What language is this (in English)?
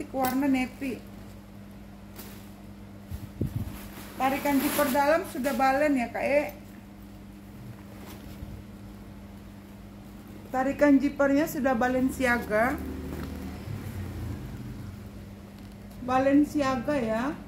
Indonesian